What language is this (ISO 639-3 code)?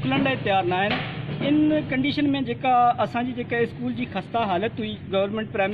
snd